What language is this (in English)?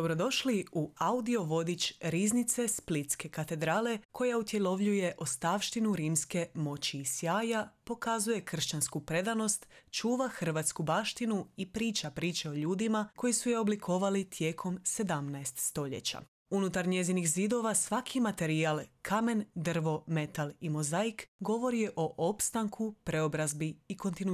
Croatian